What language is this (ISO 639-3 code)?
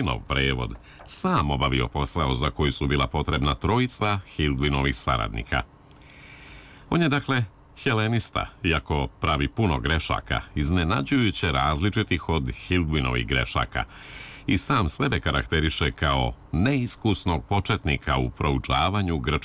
srp